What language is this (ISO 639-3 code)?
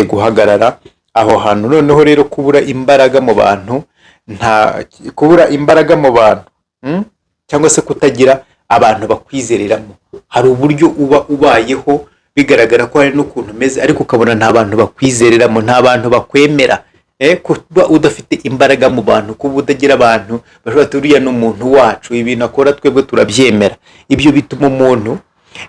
kin